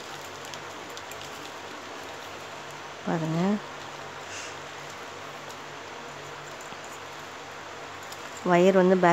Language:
Tamil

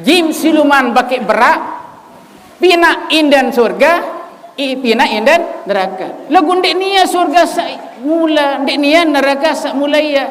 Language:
Sasak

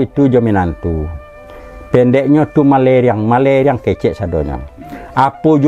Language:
Minangkabau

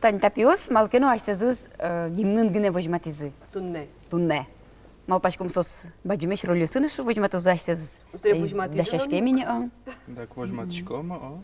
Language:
Udmurt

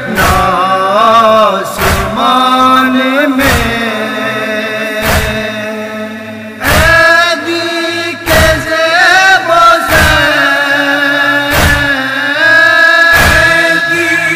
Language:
Urdu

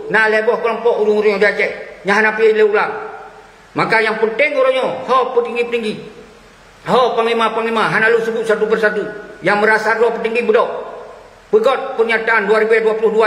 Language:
Achinese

